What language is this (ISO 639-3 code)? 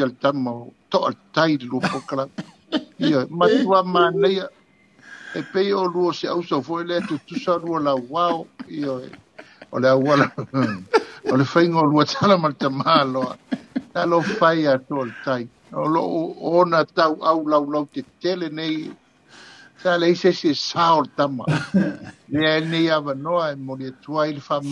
smo